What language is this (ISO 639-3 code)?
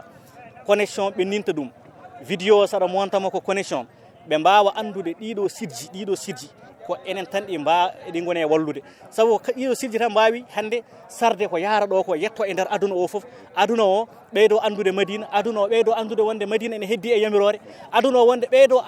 ful